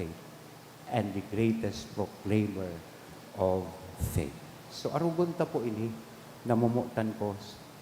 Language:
Bikol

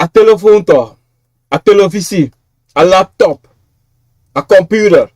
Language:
Sranan Tongo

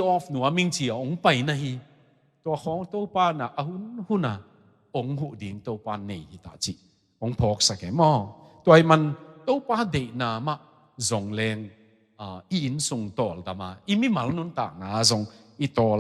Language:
Tedim Chin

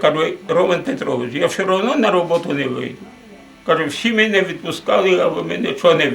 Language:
Rusyn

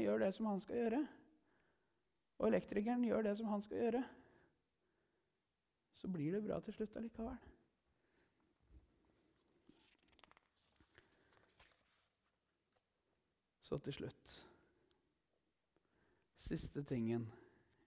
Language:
Norwegian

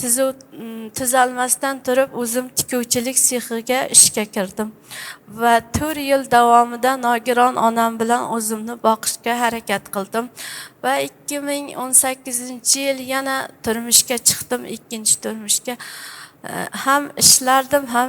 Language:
Uzbek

